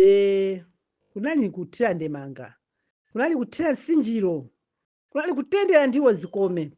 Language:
Nyanja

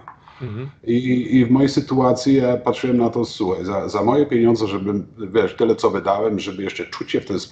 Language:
Polish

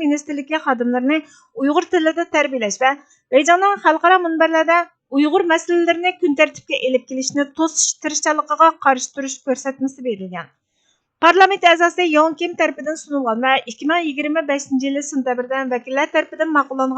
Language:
Uyghur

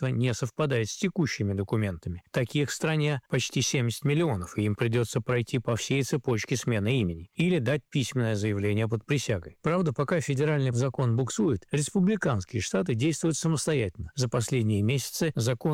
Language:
Russian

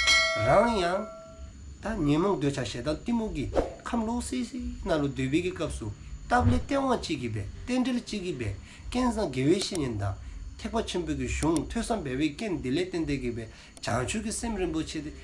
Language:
Dzongkha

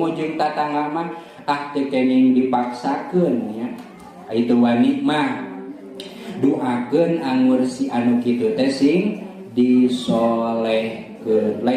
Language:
Sundanese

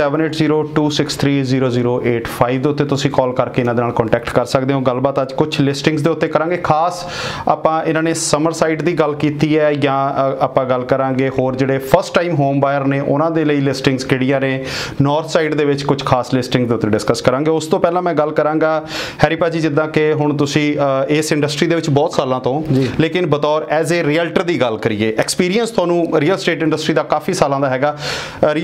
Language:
Punjabi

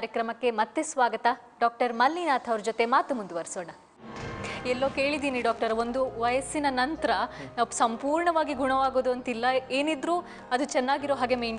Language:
Kannada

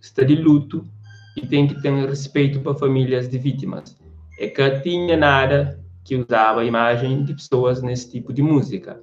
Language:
Kabuverdianu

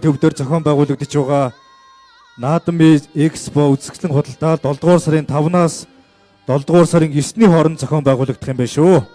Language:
Mongolian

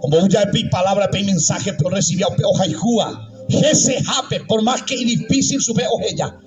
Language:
Guarani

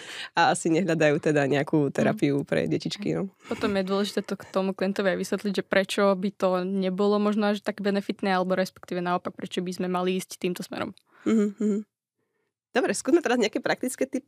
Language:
Slovak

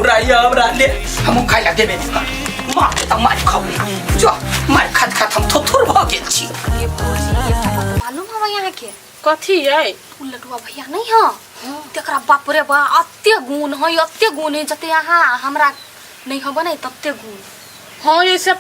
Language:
Maithili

